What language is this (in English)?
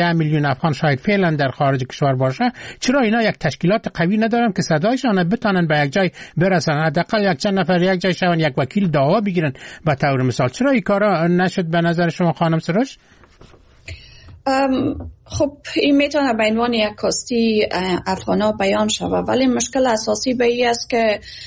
Persian